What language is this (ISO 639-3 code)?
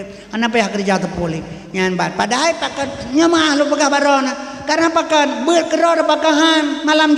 ace